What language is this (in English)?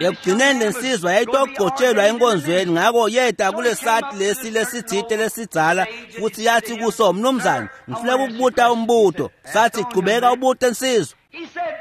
Swati